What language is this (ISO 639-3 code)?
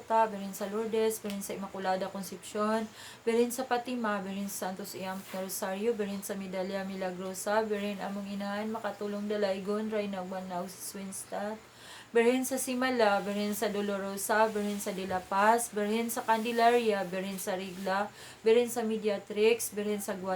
ceb